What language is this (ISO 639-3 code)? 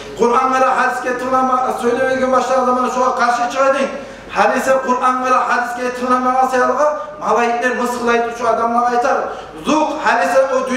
kum